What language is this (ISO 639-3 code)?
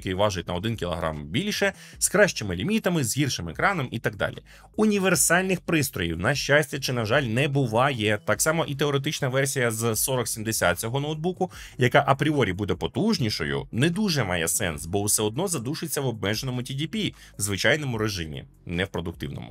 ukr